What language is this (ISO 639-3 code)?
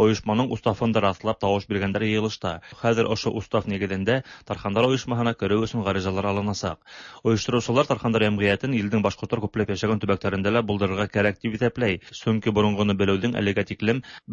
tat